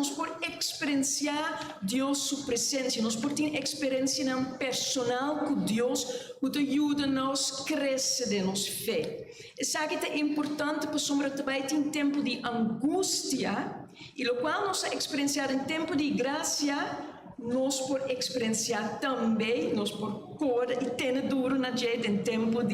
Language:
Papiamento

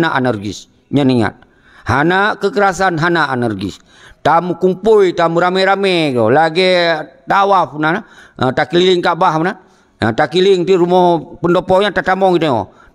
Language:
Achinese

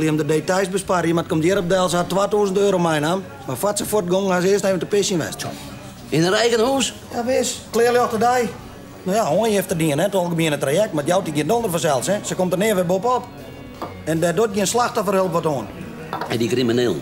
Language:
Western Frisian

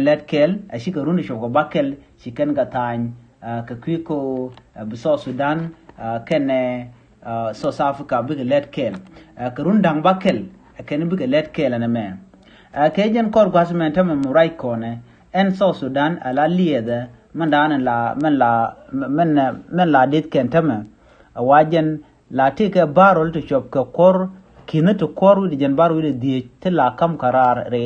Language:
Nuer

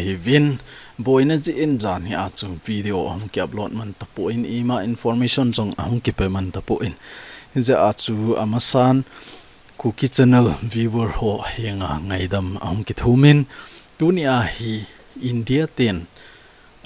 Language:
Thado Chin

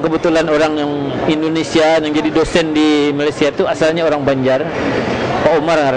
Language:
Banjar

